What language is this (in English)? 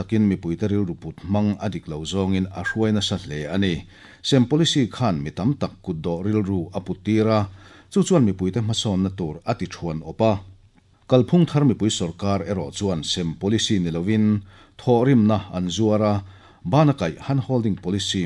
Mizo